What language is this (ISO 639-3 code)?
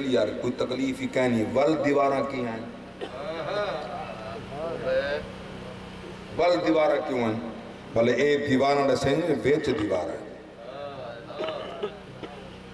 skr